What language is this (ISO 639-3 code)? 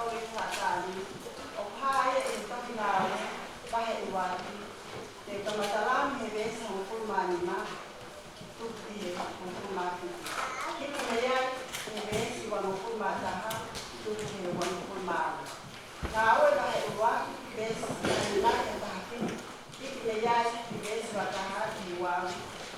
ton